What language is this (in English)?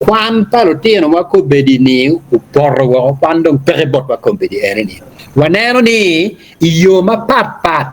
Acoli